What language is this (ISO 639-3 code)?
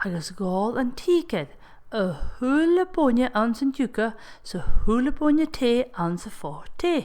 gla